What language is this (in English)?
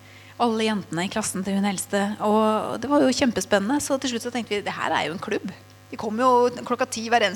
Norwegian